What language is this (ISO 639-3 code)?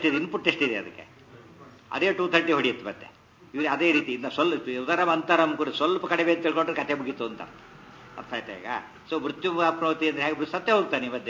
kan